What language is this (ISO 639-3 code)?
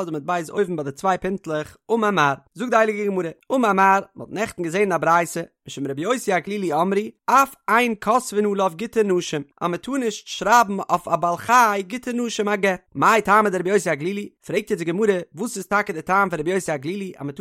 yid